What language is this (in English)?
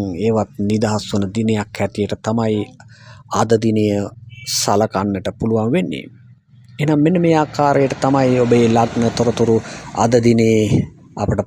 Sinhala